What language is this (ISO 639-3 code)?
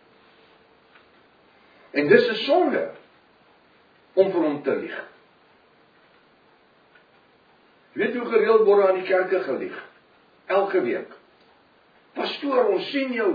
afr